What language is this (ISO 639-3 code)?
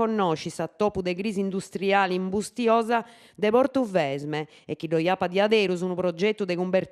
srd